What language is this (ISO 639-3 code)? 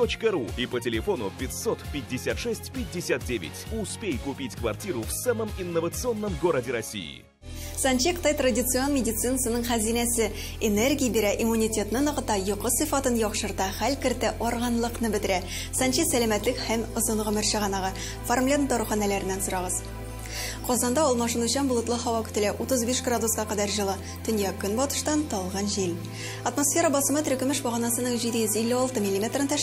tat